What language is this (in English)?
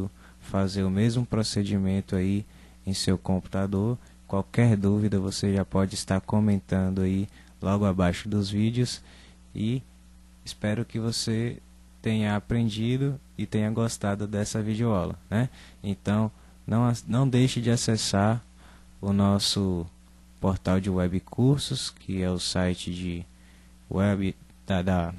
Portuguese